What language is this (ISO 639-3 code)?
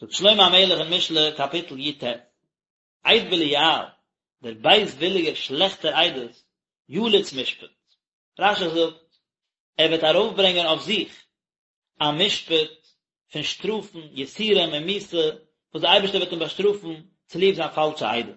yid